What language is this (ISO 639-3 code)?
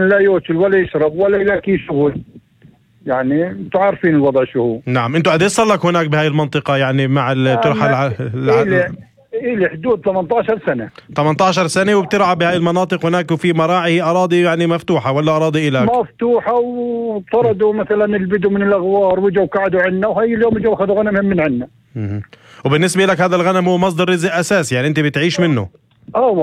apc